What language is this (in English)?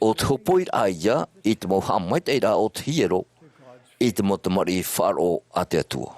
Tahitian